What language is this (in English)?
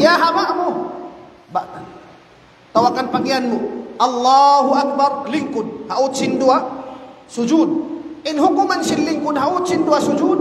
Tausug